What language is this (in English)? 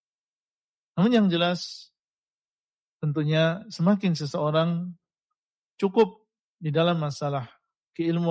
Indonesian